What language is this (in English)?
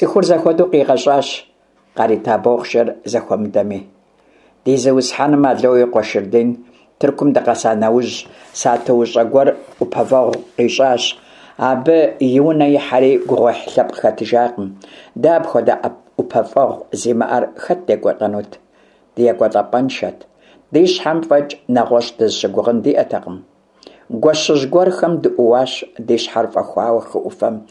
Kabardian